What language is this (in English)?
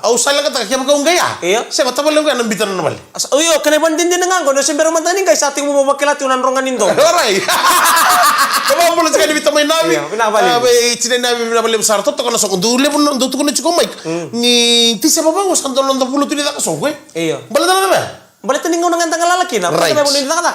Fijian